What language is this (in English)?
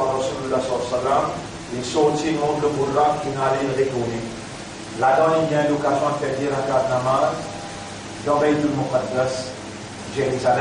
Morisyen